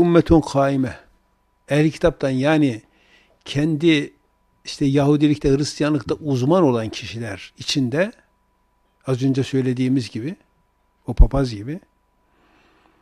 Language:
Turkish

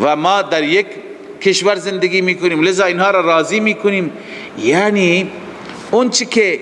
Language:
Persian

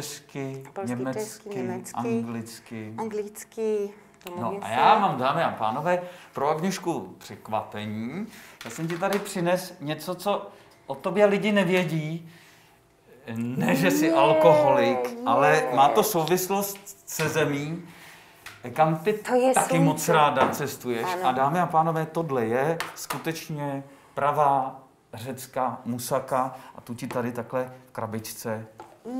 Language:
Czech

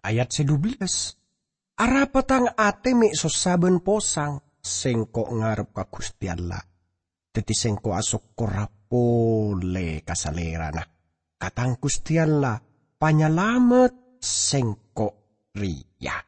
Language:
Madurese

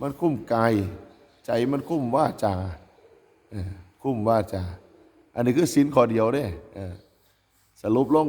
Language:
Northeastern Thai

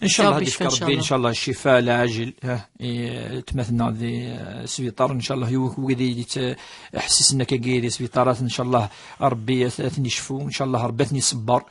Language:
Kabyle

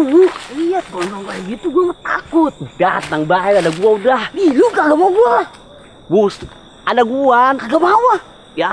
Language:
Betawi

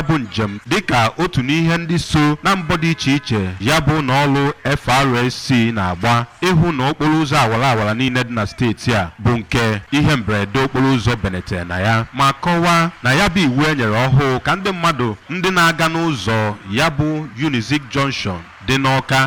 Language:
Igbo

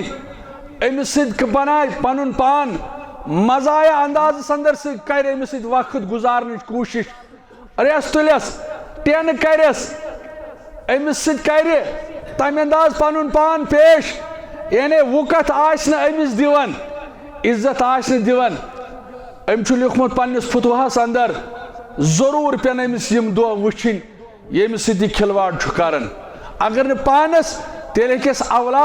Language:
Kashmiri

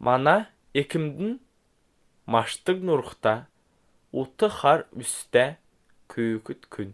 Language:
Kalmyk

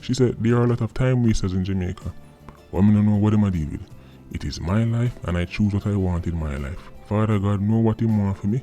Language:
Jamaican Creole English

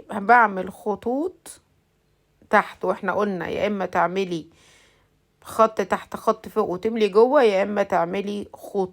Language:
Egyptian Arabic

